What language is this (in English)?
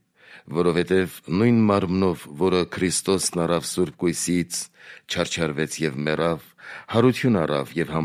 Armenian